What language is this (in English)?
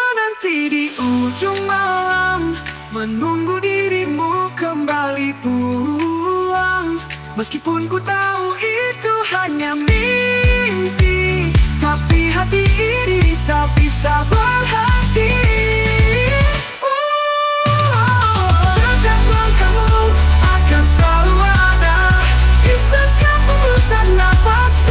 Indonesian